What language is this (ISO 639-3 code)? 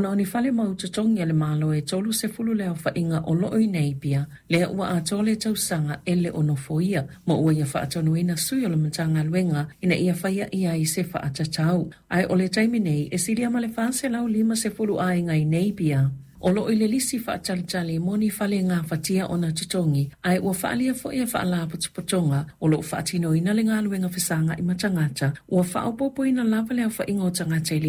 smo